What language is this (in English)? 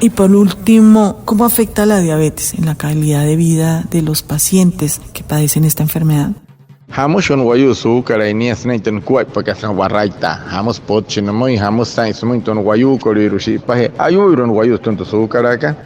Wayuu